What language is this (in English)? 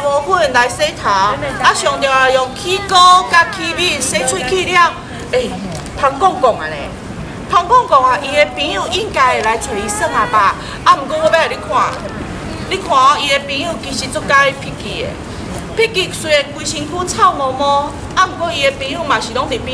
Min Nan Chinese